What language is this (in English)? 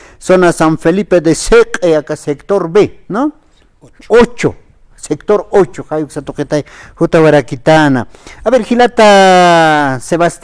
Aymara